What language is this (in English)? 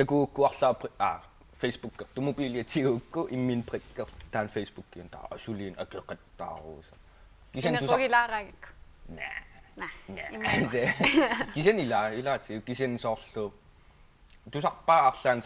Kalaallisut